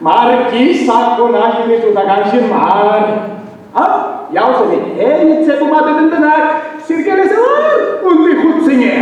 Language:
Chuvash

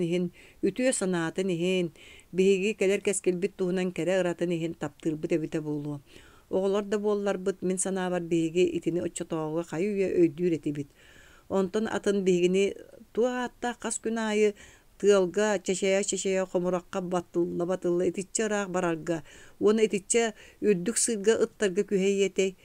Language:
Yakut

